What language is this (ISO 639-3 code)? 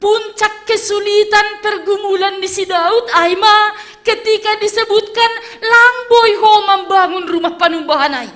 bts